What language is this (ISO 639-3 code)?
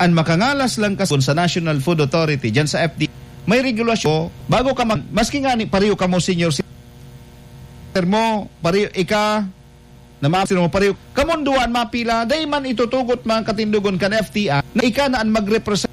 bik